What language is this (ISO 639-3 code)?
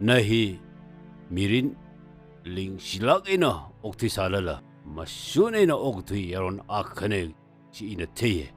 nmf